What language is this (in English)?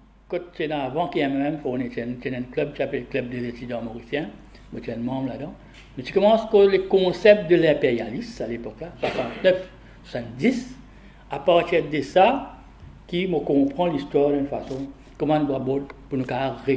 Morisyen